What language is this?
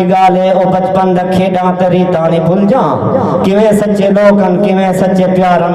Saraiki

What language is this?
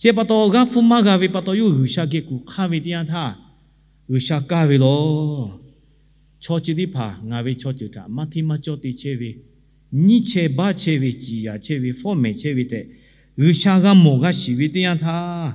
Lahu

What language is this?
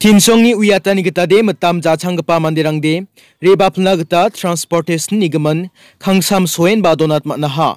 Garo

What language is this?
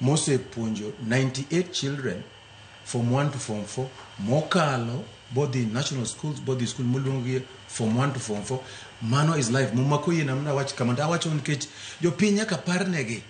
Luo (Kenya and Tanzania)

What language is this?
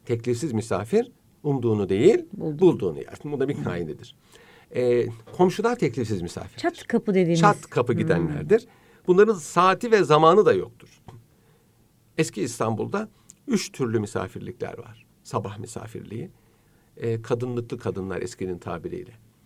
Turkish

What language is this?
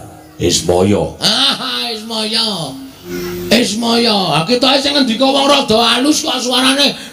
Javanese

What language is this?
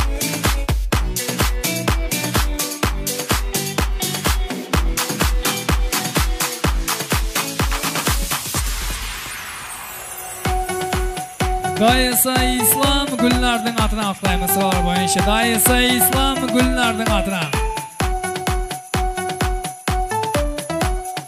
Kazakh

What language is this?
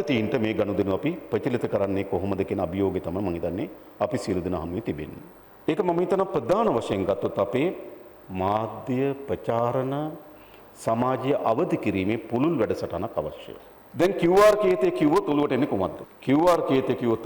Sinhala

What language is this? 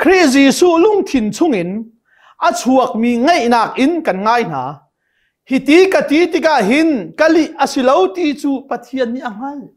Hakha Chin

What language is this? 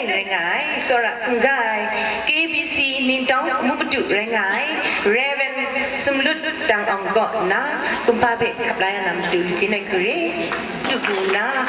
Kachin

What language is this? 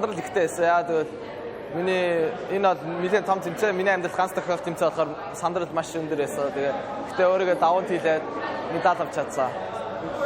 Mongolian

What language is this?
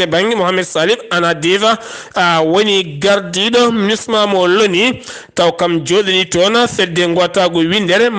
Fula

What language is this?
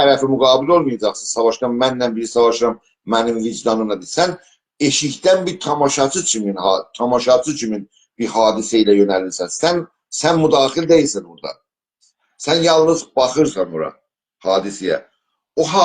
South Azerbaijani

